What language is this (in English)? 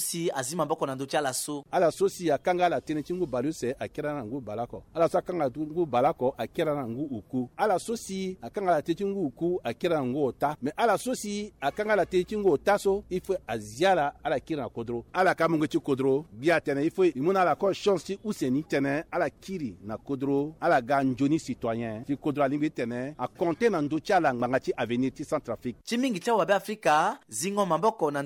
Sango